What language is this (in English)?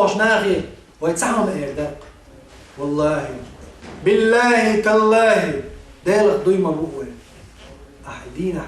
Chechen